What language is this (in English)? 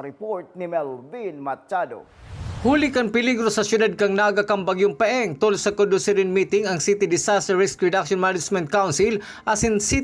Bikol